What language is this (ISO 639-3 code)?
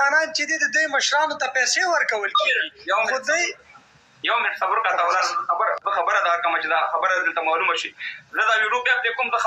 pus